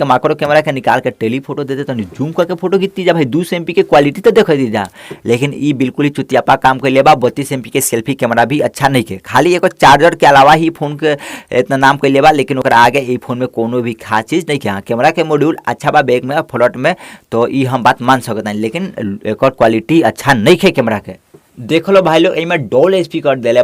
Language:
Bhojpuri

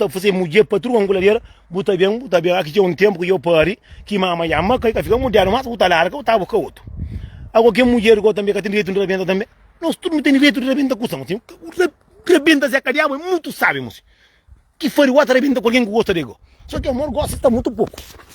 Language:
Kabuverdianu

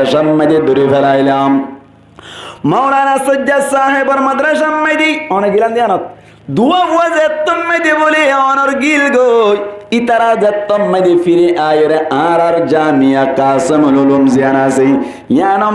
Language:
Rohingya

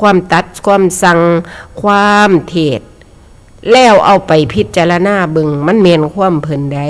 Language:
Northeastern Thai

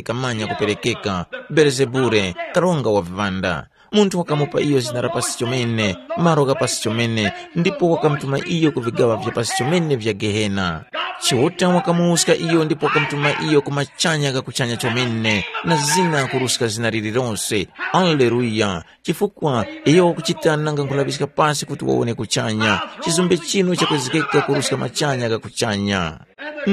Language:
Tumbuka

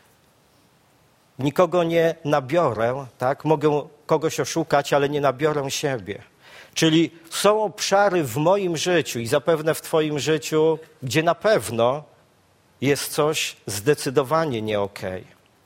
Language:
Polish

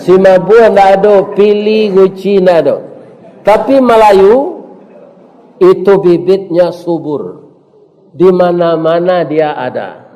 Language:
Minangkabau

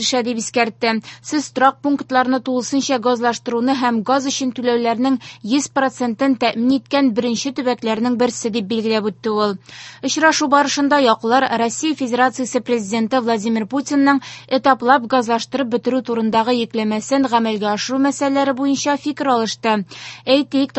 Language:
Tatar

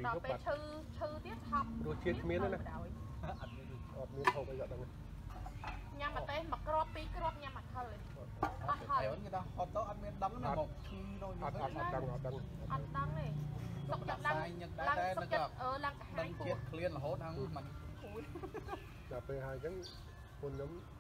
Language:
Khmer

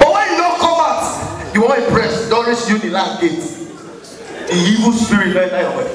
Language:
Nigerian Pidgin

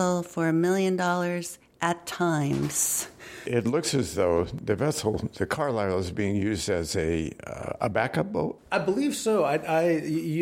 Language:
English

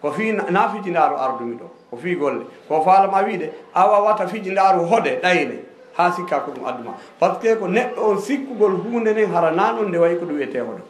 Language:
Fula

